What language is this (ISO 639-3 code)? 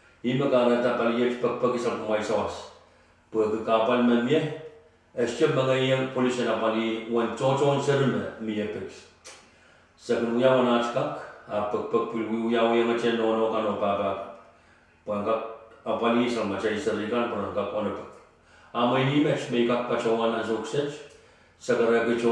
pon